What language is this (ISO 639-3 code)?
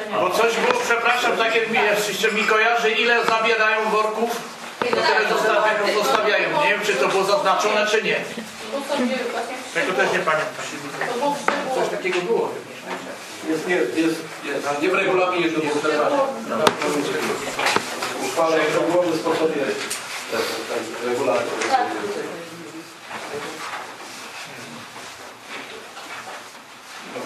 pol